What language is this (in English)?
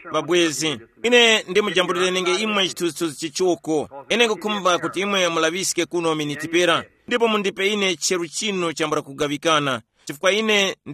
Tumbuka